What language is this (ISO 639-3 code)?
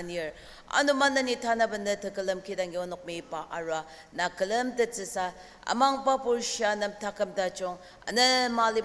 njo